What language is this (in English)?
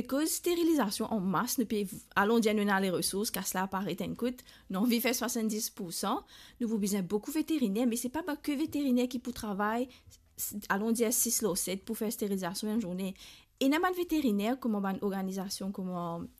Morisyen